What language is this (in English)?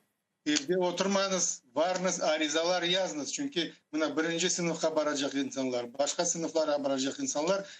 Crimean Tatar